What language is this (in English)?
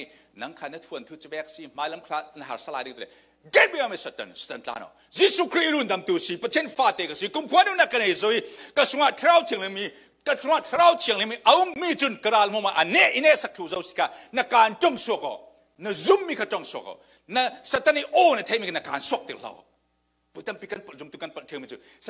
Falam Chin